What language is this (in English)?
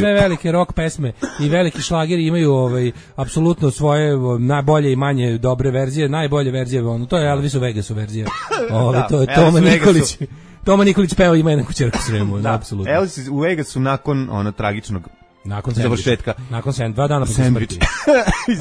Serbian